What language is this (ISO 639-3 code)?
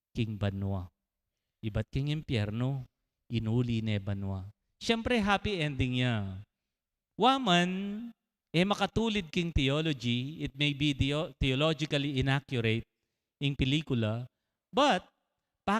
pam